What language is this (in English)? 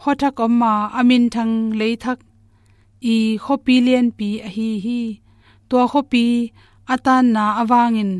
Tedim Chin